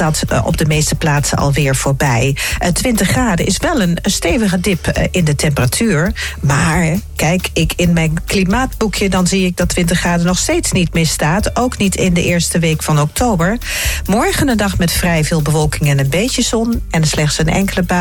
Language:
Dutch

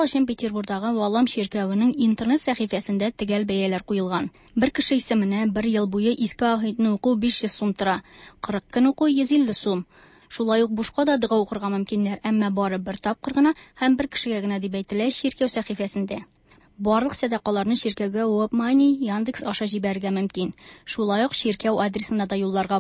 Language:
Tatar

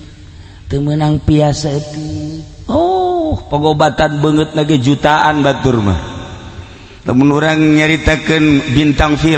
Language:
Sundanese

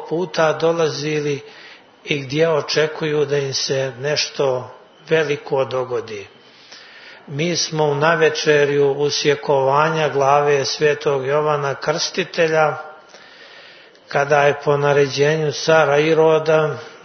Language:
Serbian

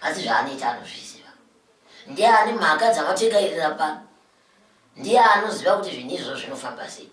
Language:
Shona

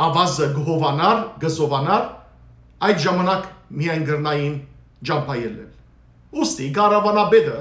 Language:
Western Armenian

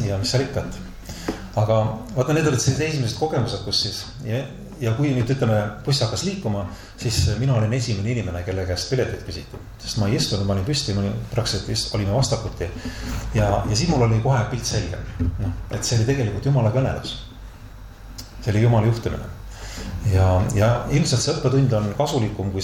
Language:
Estonian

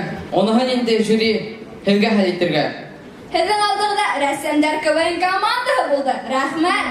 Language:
Bashkir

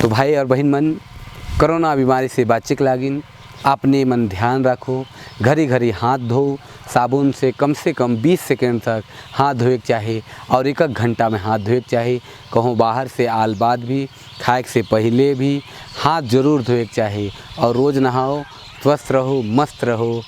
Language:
Sadri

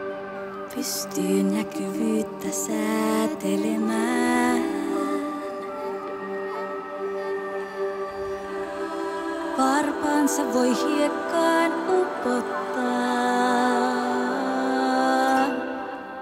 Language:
Finnish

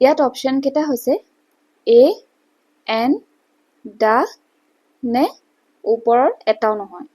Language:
Assamese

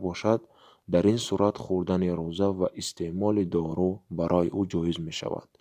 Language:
Tajik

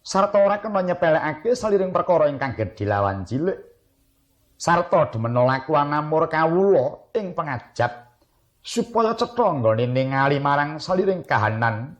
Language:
Javanese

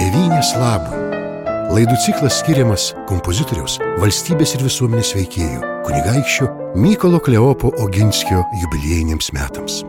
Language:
Lithuanian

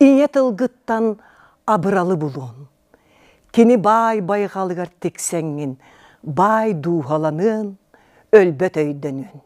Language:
Yakut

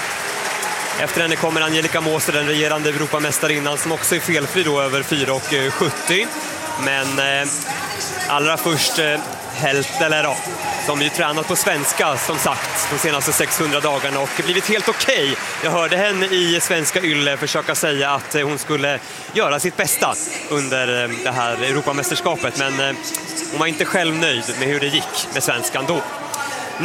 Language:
Swedish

